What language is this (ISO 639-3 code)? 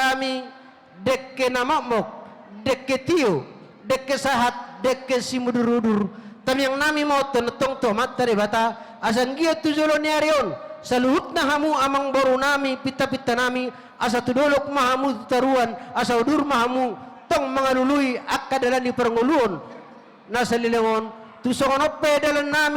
bbc